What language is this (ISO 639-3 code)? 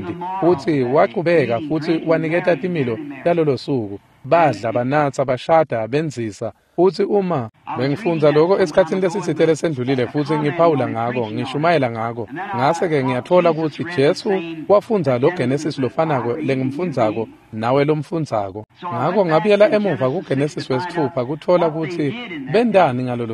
ssw